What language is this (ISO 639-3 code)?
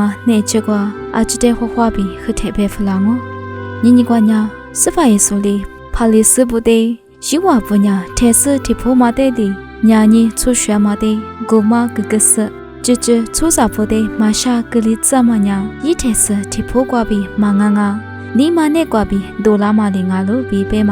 lis